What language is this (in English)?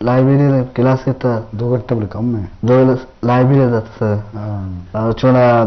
Eastern Balochi